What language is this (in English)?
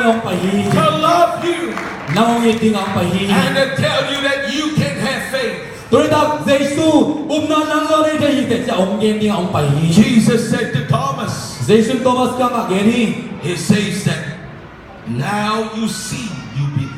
Tedim Chin